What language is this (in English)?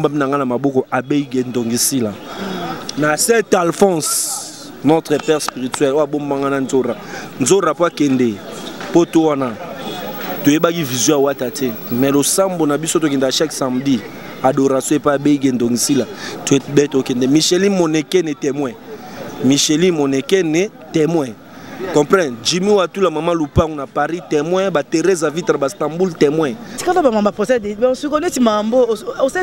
Lingala